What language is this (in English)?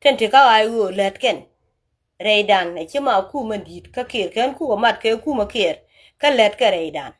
Nuer